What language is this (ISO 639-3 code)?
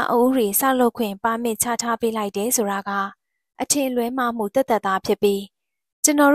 mya